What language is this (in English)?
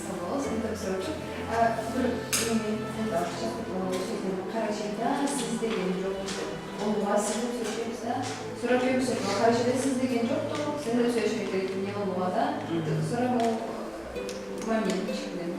Karachay-Balkar